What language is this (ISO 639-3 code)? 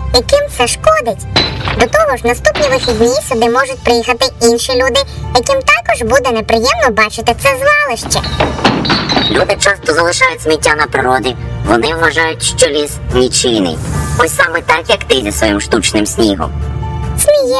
ukr